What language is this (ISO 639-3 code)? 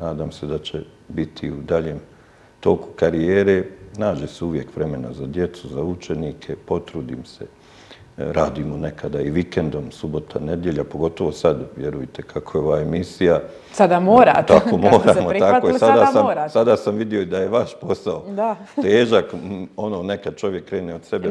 bos